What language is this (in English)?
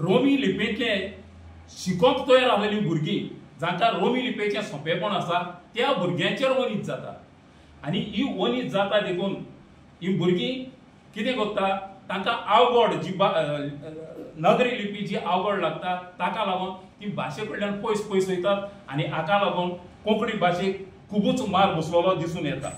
Konkani